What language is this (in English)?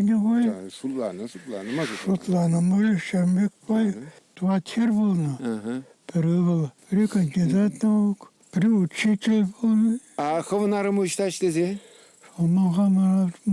Chuvash